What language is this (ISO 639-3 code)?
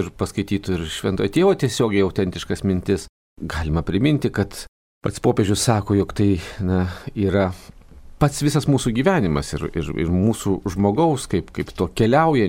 lit